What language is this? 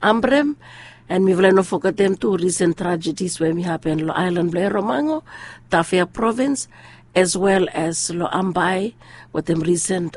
Bislama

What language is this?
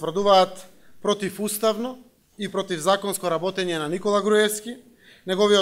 Macedonian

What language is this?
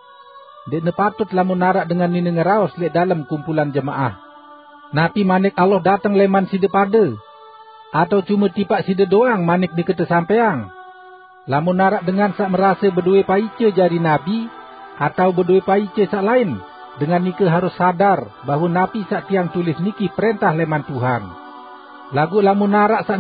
Sasak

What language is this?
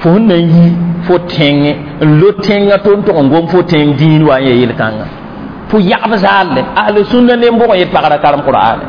Mossi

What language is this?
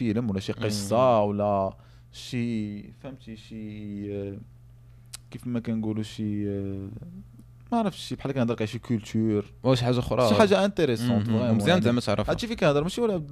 Moroccan Arabic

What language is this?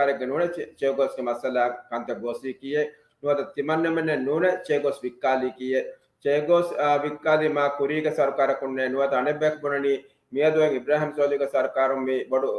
Divehi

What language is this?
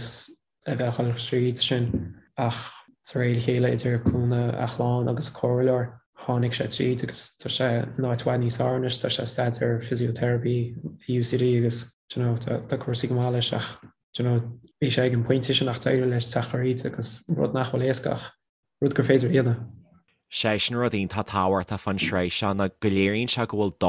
Irish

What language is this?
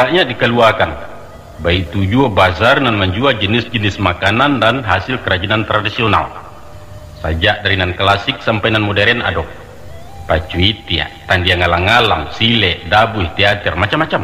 Minangkabau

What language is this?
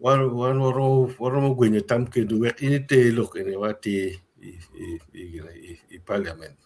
Acoli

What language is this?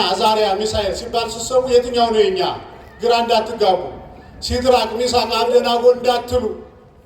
Amharic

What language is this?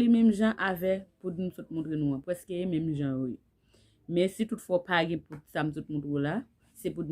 Haitian Creole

